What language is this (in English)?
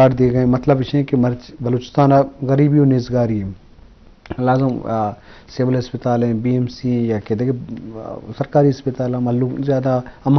Eastern Balochi